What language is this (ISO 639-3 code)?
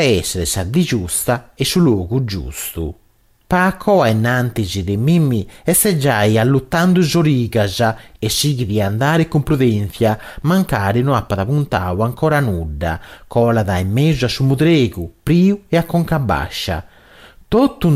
srd